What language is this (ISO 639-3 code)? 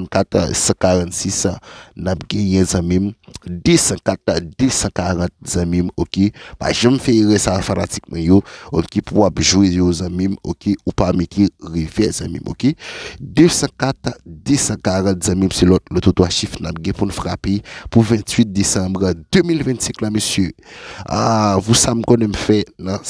hat